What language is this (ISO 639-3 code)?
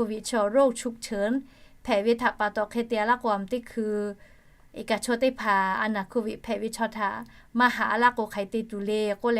lhu